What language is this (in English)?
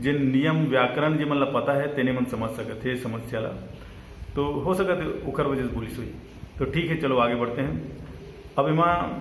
Chhattisgarhi